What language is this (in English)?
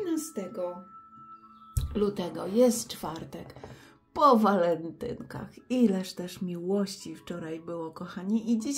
Polish